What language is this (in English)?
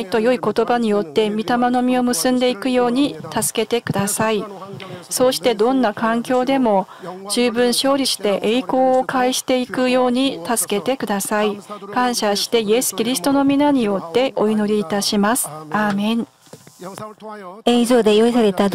Japanese